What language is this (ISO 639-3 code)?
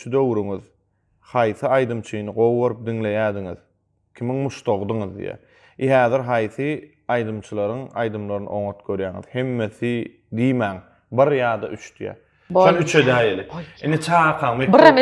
tuk